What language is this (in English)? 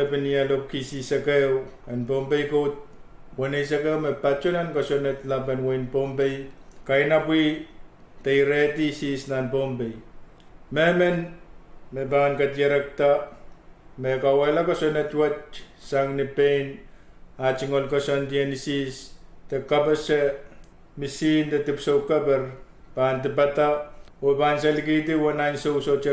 Pohnpeian